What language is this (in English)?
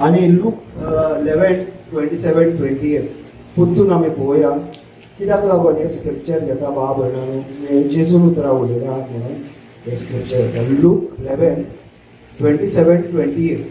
Konkani